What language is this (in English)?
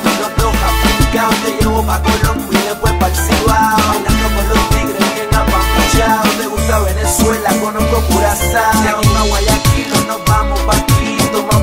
Spanish